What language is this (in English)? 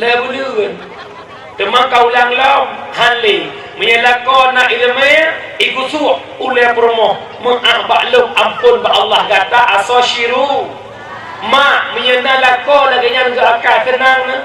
Achinese